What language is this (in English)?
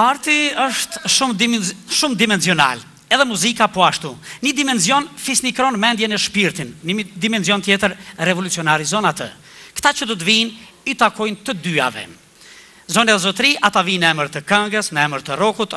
Albanian